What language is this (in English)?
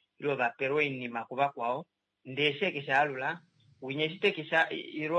Kuanyama